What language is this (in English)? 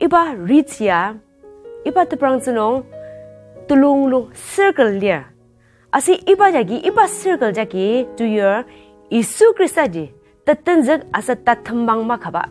Ao Naga